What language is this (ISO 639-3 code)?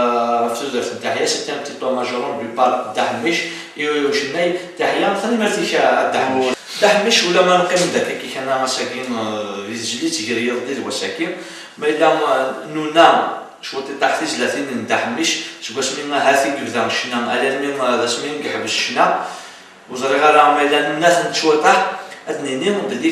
kab